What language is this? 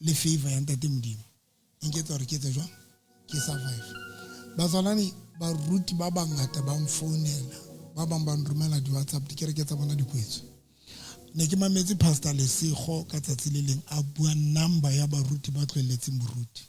Southern Sotho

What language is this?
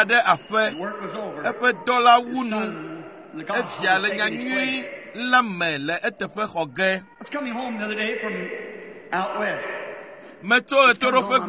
Ewe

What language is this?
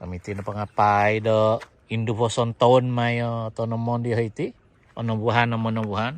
Central Dusun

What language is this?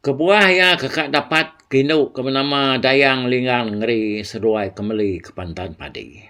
Iban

